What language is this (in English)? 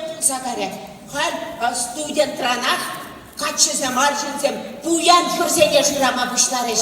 Chuvash